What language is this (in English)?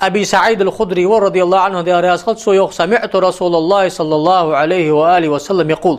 Ingush